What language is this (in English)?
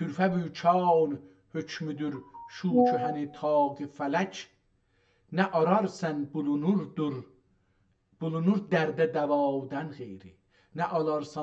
South Azerbaijani